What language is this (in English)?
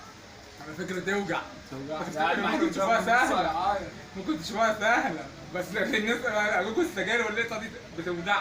Egyptian Arabic